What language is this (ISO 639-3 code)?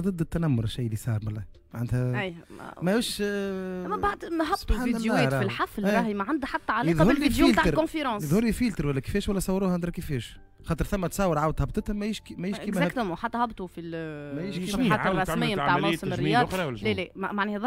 aeb